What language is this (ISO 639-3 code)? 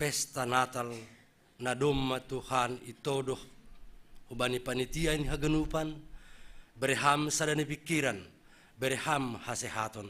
bts